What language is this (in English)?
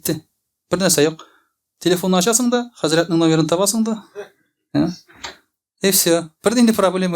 Tatar